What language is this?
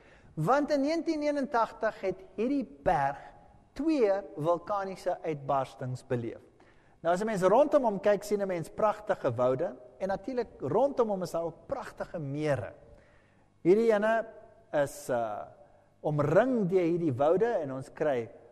Afrikaans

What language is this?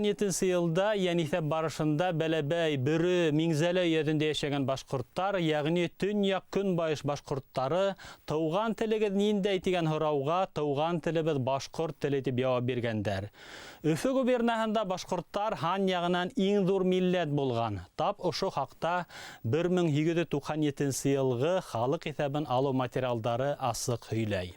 Bashkir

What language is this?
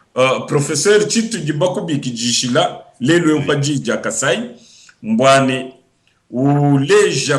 Luba-Lulua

